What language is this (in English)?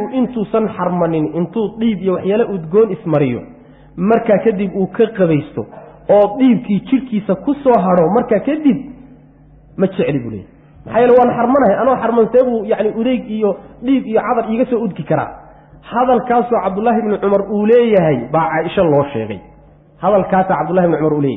Somali